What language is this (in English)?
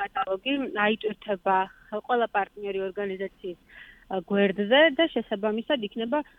Georgian